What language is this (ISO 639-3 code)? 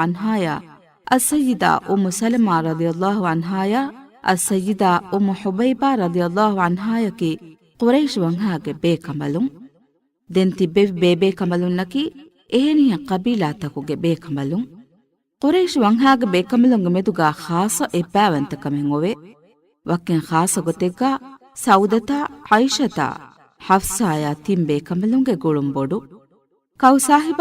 div